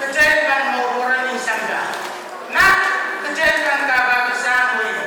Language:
Pohnpeian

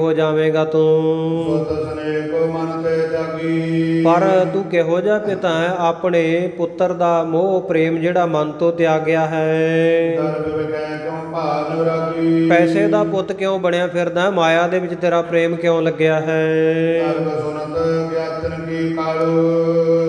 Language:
Punjabi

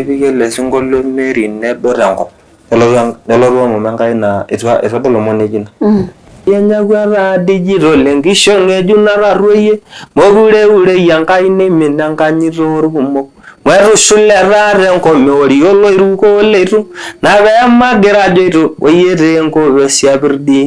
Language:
Masai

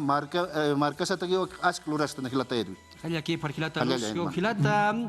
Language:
Aymara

